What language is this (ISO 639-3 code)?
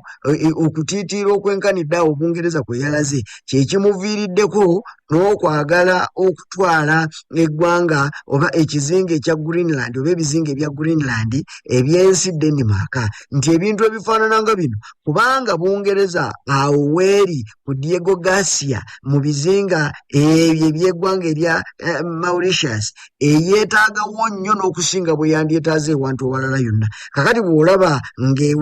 lug